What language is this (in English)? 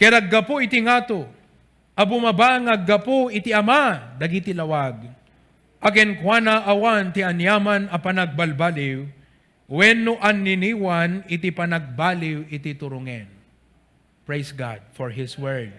Iloko